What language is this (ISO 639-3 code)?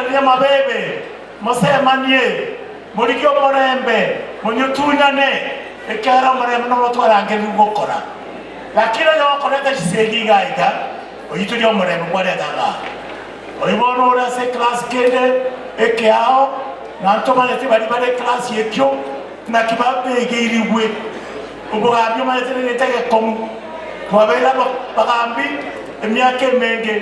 guz